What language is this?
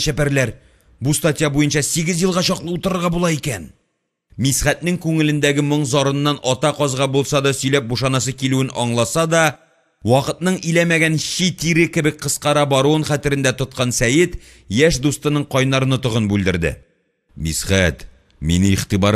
Tatar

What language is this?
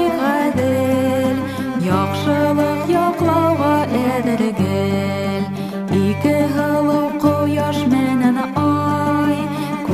Bashkir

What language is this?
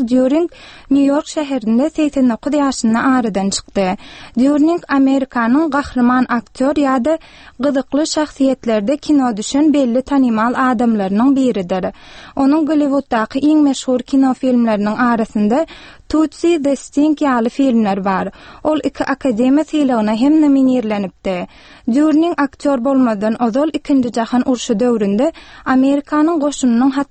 Turkmen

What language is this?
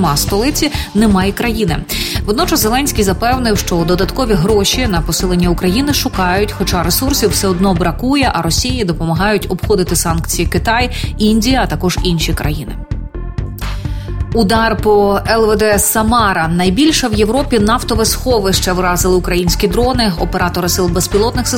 Ukrainian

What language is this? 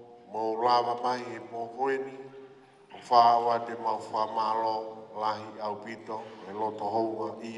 Tongan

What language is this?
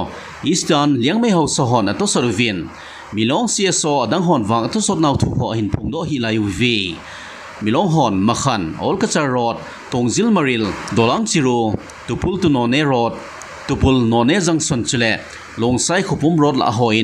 Thado Chin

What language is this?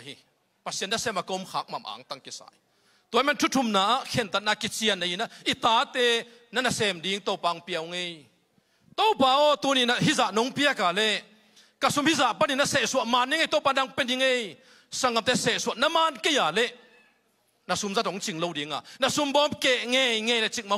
Tedim Chin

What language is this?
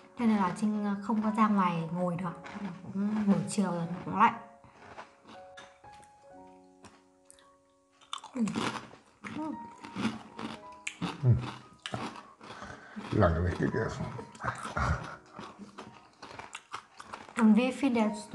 Vietnamese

